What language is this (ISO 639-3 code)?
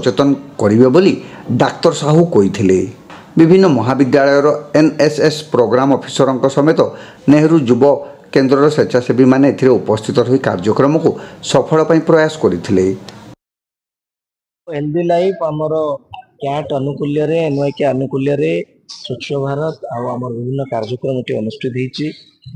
ori